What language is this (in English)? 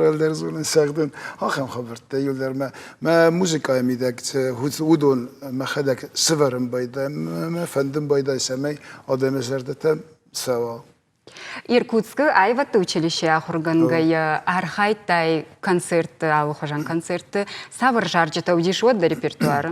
Ossetic